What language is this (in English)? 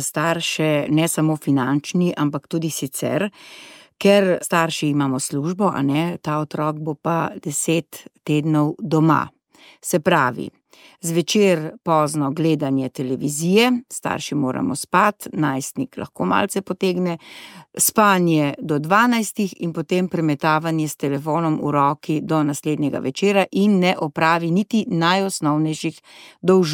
Slovenian